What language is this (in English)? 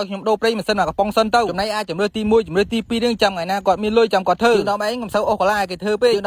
Khmer